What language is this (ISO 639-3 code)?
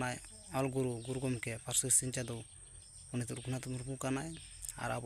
sat